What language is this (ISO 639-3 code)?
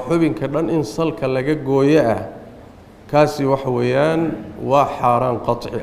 som